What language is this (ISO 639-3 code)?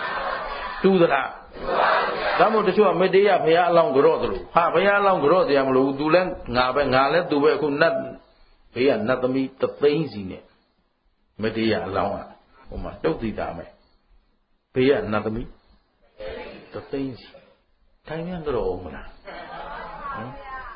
mya